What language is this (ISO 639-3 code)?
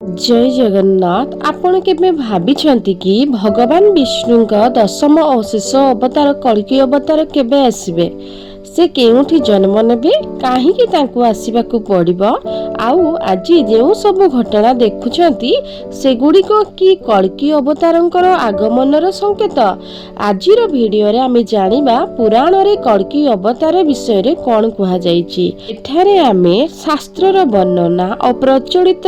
ori